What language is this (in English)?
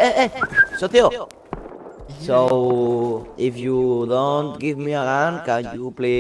Yakut